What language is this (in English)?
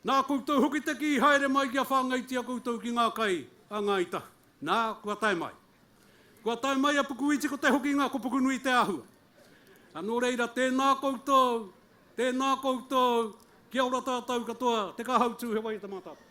Māori